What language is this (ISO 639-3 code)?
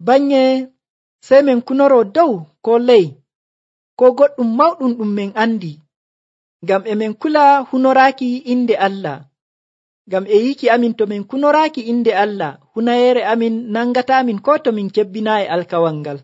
fuv